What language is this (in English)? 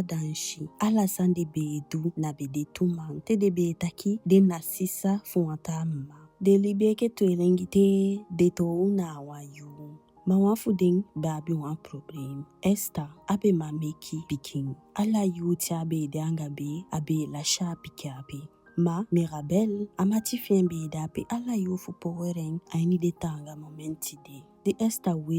Eastern Maroon Creole